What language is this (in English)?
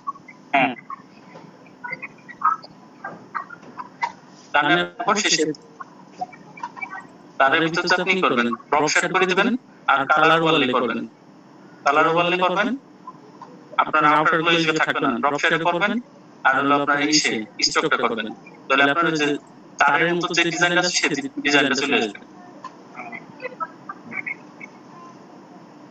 Bangla